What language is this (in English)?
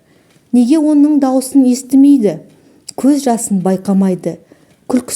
Kazakh